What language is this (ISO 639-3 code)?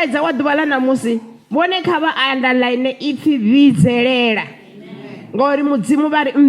ven